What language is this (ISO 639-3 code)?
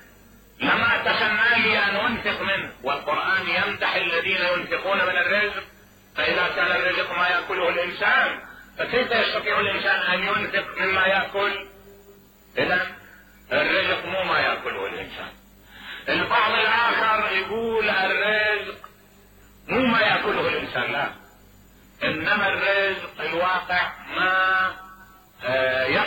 acm